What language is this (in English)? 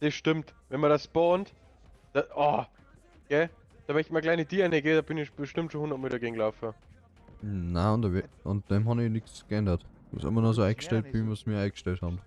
Bavarian